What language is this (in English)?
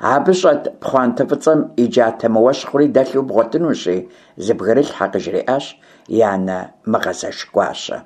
Kabardian